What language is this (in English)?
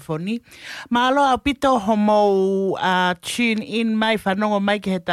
Tongan